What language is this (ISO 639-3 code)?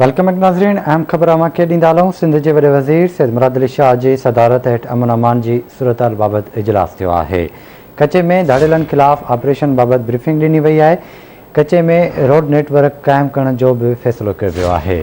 snd